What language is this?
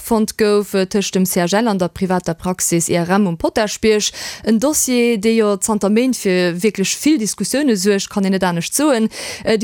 Luxembourgish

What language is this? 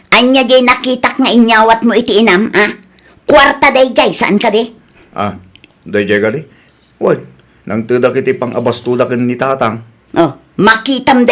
Iloko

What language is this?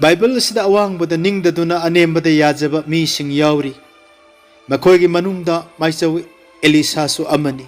Manipuri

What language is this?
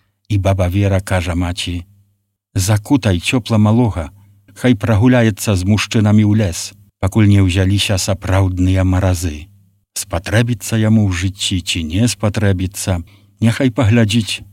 Belarusian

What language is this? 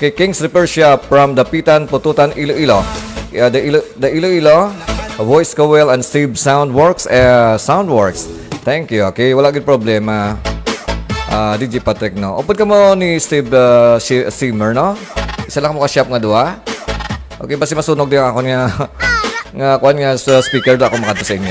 Hiligaynon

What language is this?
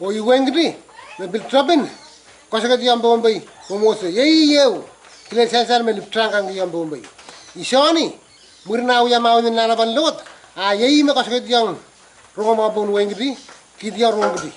Pohnpeian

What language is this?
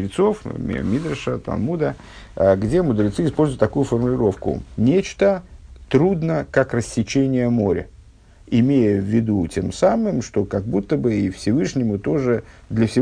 Russian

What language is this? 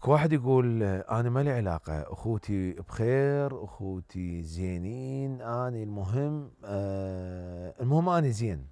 Mesopotamian Arabic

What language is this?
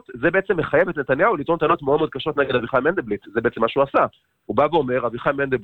Hebrew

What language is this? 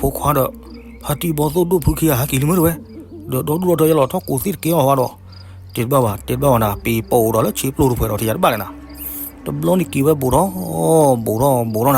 S'gaw Karen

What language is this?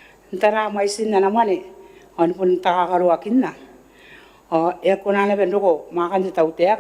Gilbertese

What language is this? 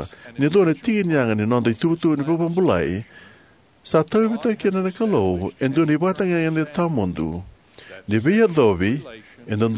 Fijian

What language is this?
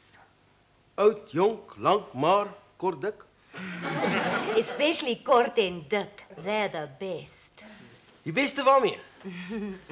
Afrikaans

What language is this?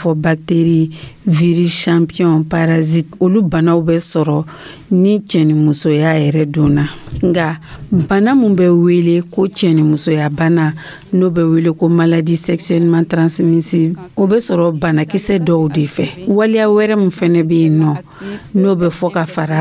Dyula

